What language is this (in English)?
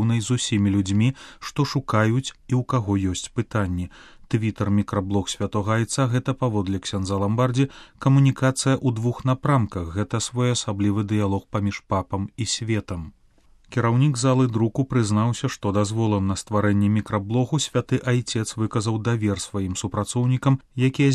Belarusian